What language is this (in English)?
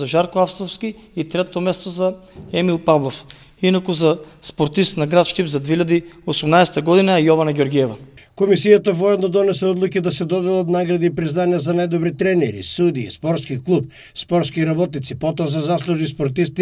Macedonian